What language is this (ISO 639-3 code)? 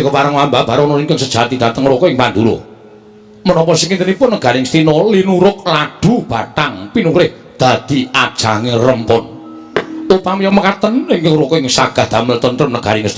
jav